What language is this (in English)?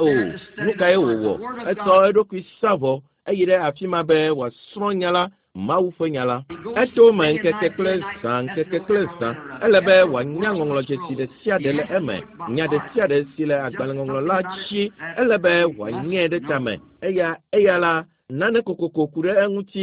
Ewe